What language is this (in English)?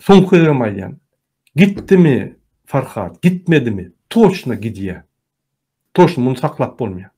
Turkmen